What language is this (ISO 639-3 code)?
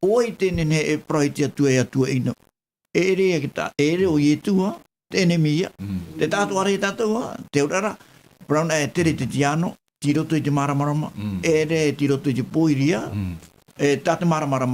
tah